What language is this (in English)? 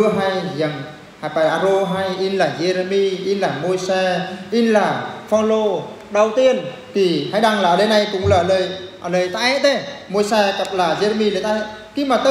Eastern Bru